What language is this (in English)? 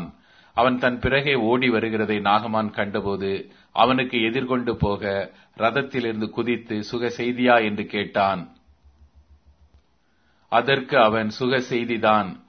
Tamil